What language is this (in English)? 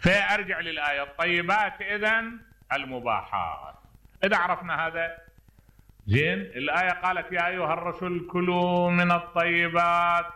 Mesopotamian Arabic